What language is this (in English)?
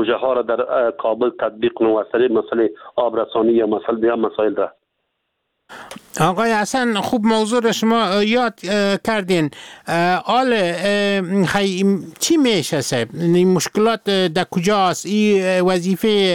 Persian